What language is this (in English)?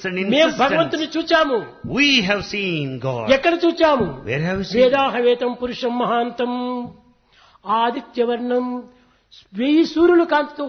Telugu